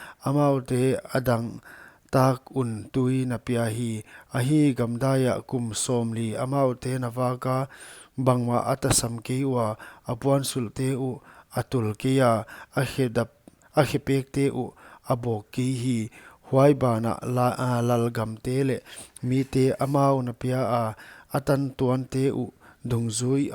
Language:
Paite Chin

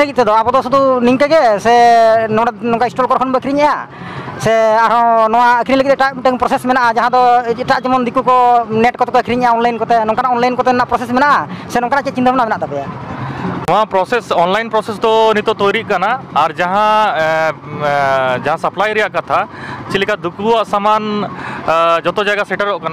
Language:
Santali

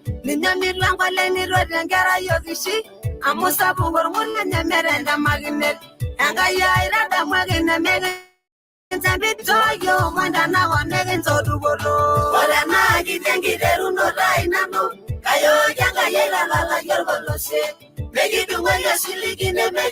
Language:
Masai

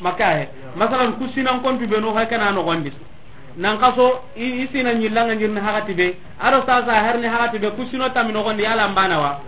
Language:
Soninke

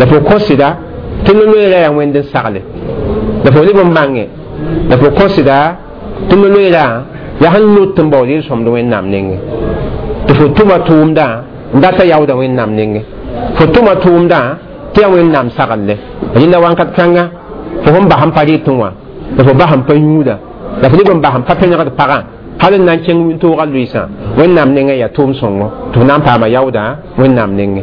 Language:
Mossi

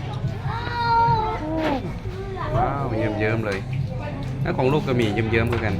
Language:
Lao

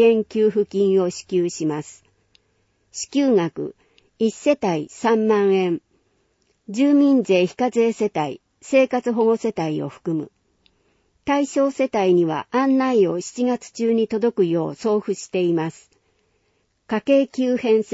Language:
Japanese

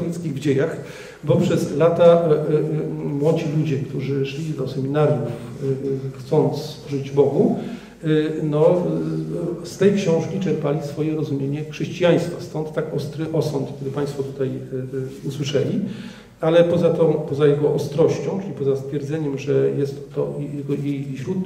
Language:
Polish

